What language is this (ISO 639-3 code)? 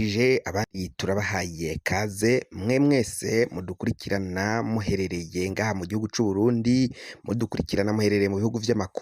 run